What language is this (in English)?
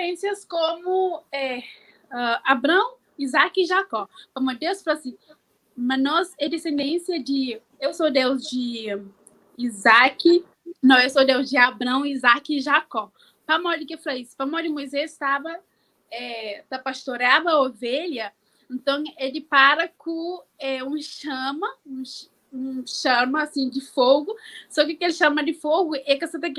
Kabuverdianu